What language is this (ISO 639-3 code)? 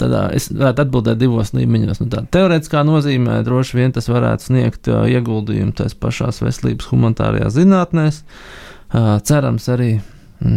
lav